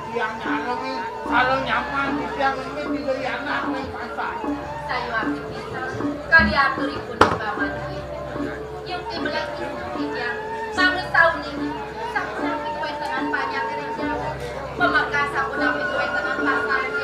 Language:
Balinese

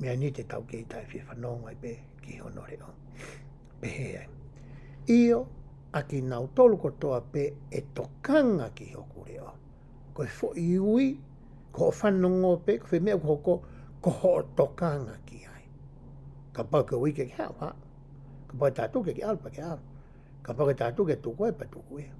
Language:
Tongan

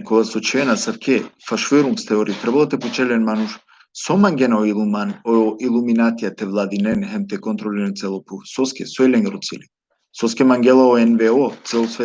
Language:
Balkan Romani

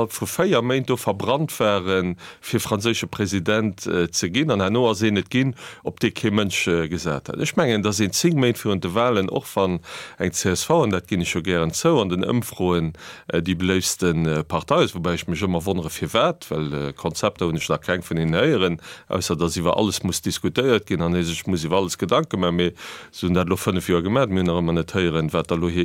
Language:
Luxembourgish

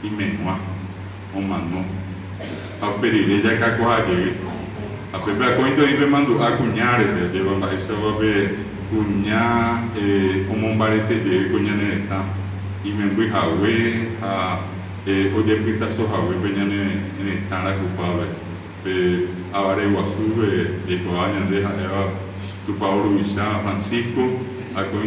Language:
Guarani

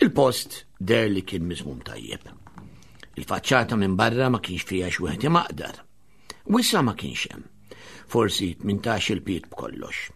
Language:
Maltese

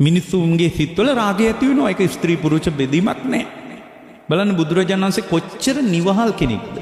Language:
Sinhala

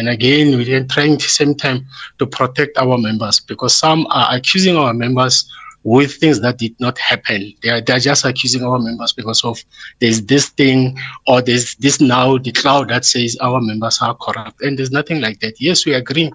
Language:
English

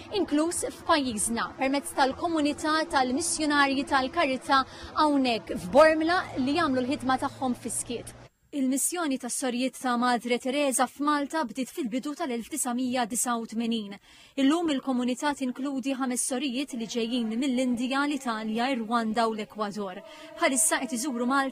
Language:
Maltese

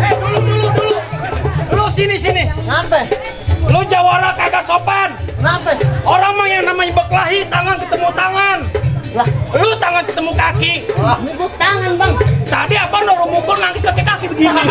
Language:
Betawi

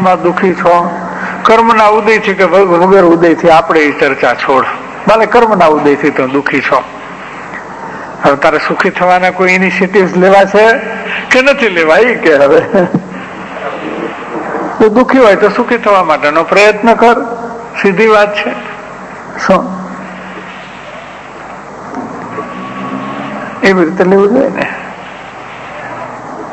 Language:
Gujarati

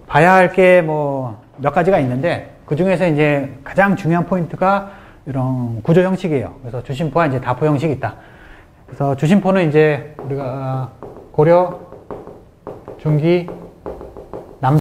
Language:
Korean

